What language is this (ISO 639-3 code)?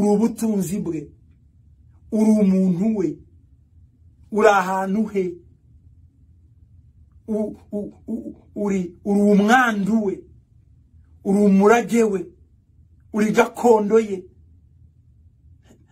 kin